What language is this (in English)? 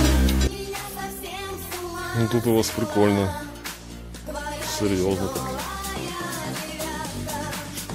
Russian